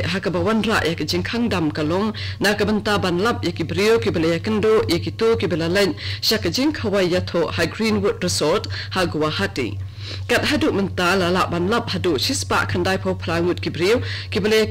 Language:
Khasi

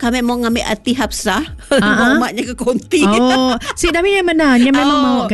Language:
Malay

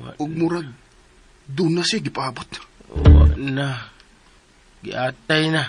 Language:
Cebuano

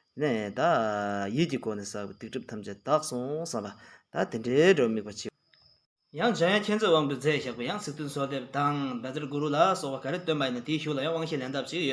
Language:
Tibetan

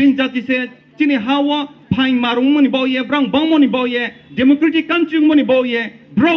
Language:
Riang (India)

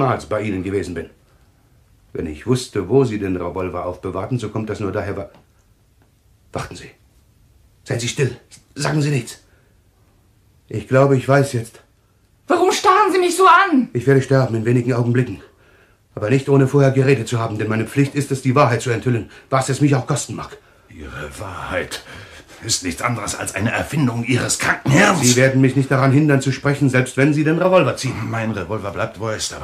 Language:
German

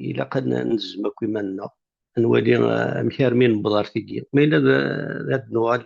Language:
Kabyle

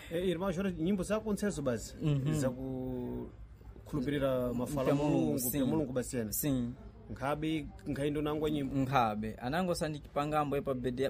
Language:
Sena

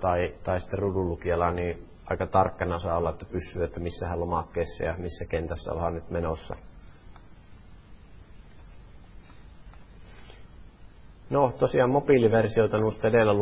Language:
Finnish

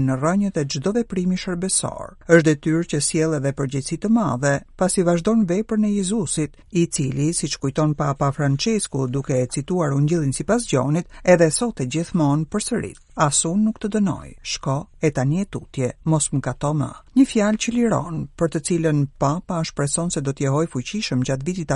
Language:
Albanian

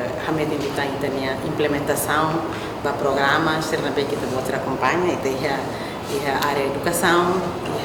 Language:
Tetum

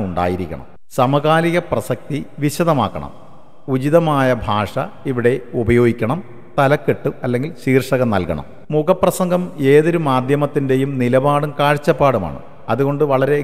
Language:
Malayalam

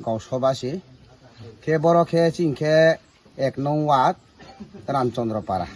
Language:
Kok Borok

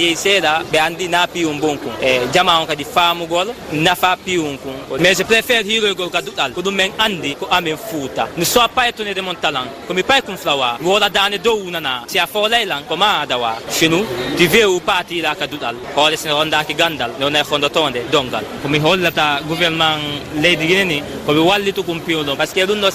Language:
Fula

